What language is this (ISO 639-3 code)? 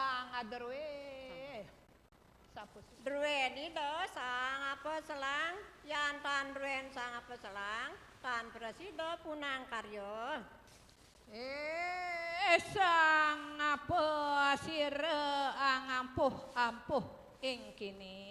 ban